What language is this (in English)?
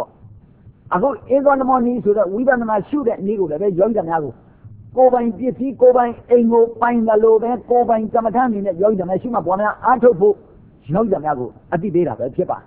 Burmese